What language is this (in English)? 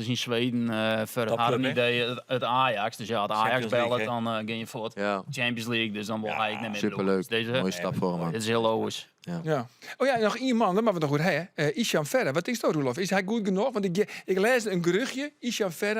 Western Frisian